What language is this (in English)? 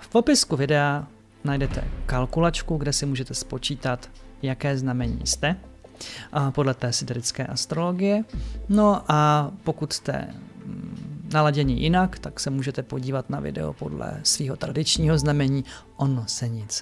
Czech